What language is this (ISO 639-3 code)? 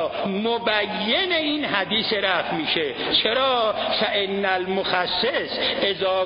fas